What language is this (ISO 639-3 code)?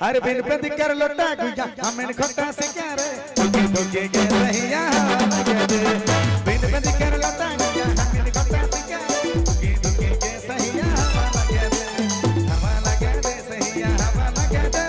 sck